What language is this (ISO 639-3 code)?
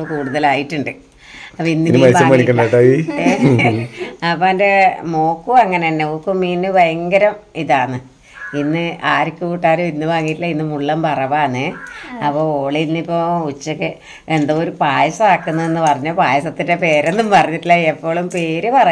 mal